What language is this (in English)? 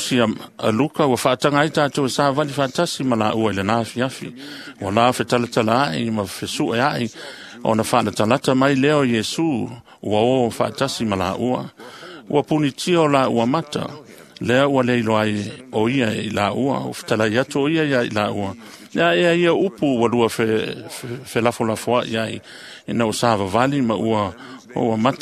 Samoan